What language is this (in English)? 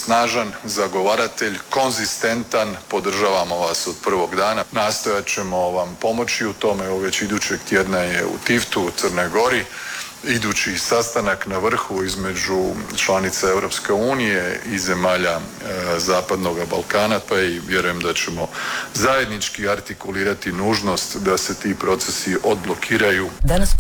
Croatian